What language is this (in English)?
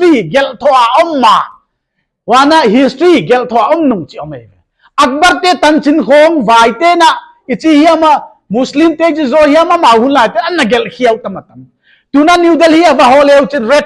Paite Chin